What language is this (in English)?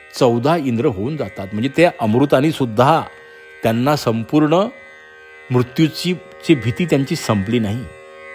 Marathi